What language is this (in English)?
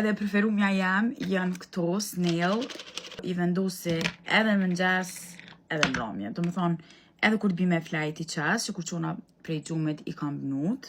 Albanian